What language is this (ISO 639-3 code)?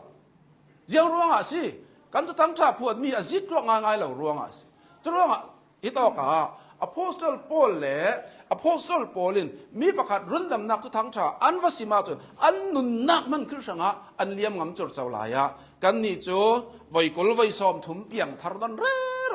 cnh